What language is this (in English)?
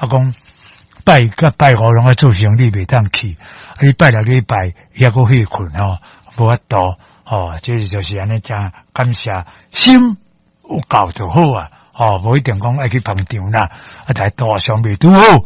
Min Nan Chinese